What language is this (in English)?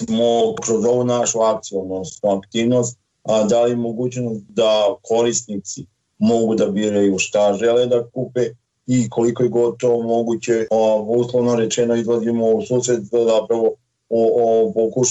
Serbian